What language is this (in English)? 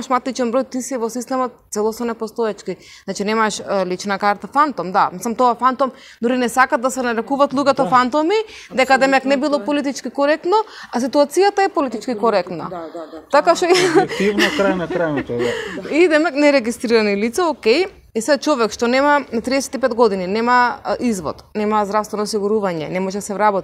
Macedonian